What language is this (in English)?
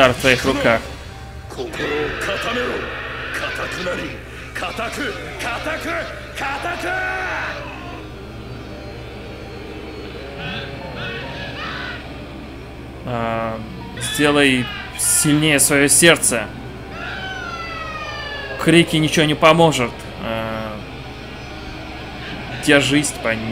Russian